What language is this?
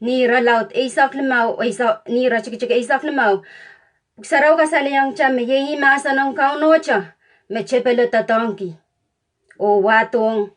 Pohnpeian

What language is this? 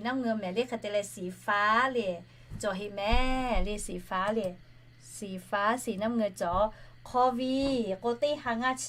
Lahu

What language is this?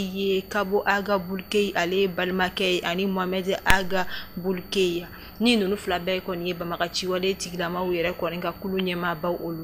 Bambara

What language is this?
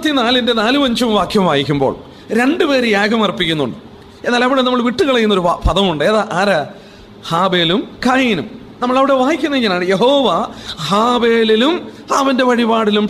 Malayalam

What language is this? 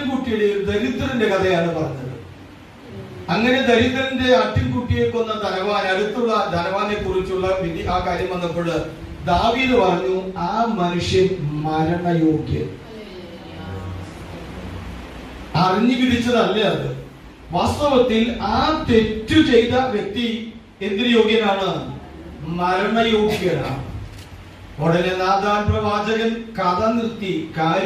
Malayalam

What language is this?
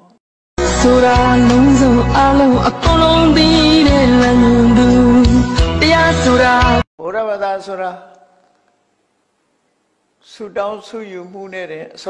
Burmese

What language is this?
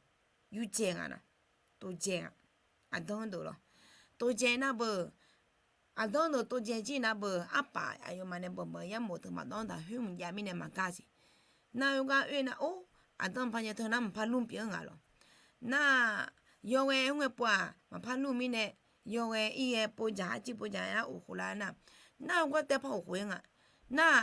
Akha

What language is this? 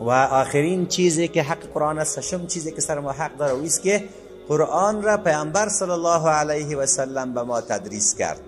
Persian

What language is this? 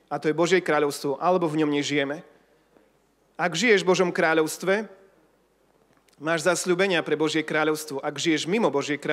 Slovak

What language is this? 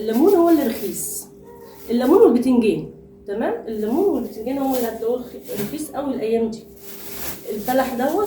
Egyptian Arabic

